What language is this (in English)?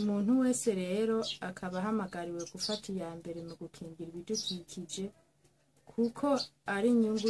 Rundi